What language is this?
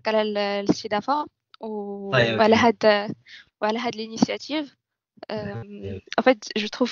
Moroccan Arabic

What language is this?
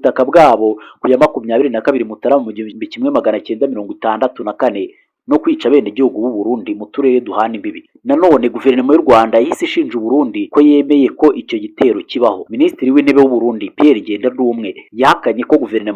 Kinyarwanda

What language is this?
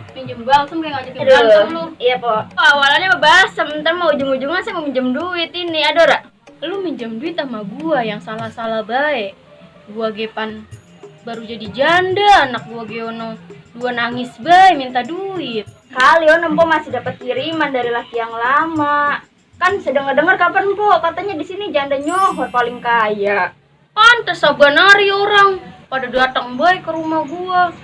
Betawi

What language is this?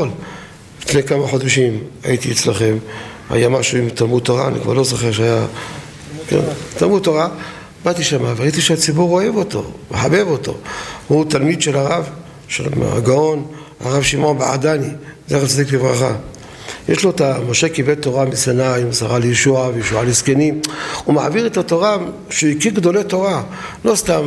Hebrew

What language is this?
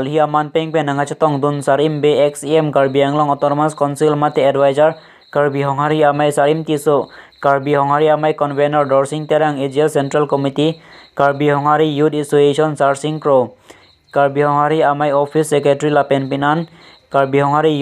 Karbi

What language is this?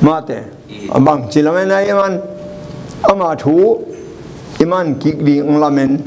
Tedim Chin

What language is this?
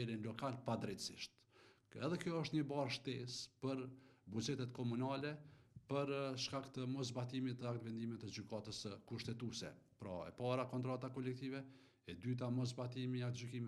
Albanian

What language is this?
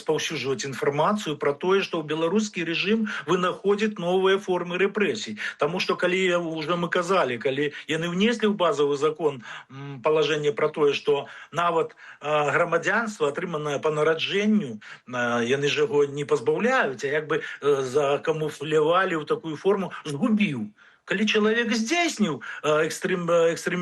Belarusian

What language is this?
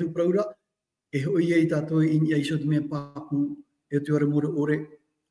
Tahitian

